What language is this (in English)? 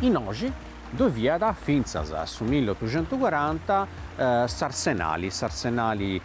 Sardinian